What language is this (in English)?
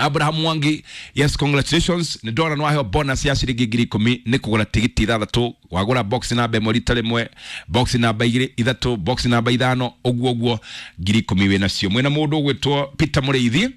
Kikuyu